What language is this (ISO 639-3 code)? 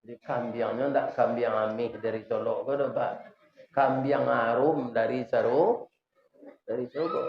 min